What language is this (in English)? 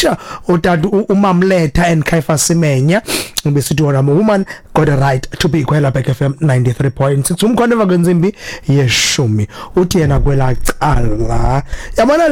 Xhosa